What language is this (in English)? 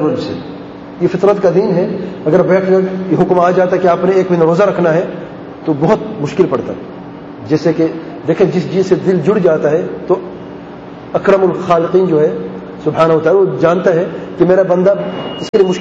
Urdu